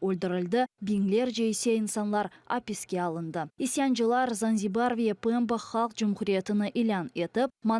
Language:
Crimean Tatar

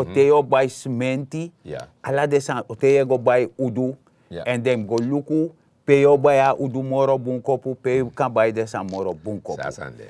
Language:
Sranan Tongo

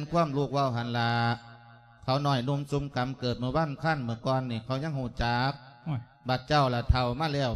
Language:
Lao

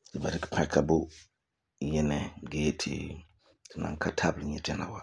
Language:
Frafra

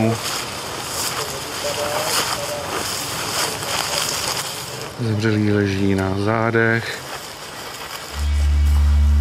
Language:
Czech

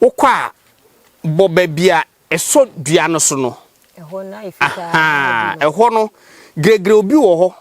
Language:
Akan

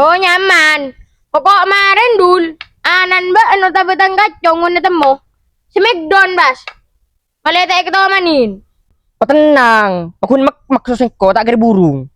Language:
Madurese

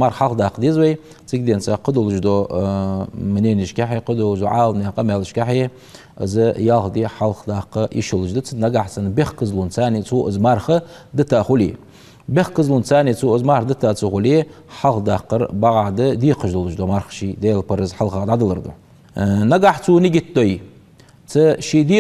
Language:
Ingush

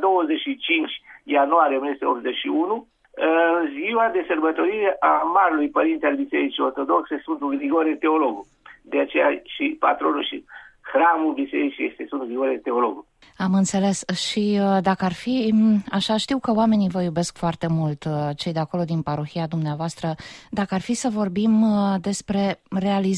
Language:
Romanian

